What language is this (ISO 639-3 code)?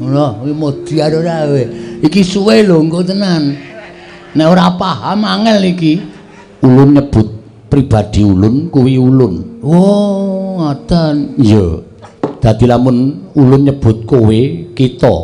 jav